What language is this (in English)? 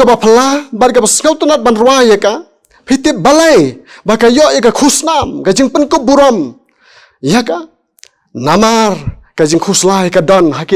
Khasi